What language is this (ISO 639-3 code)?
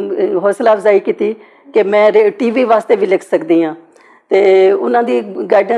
lah